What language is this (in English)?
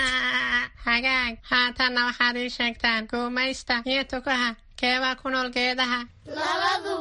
Somali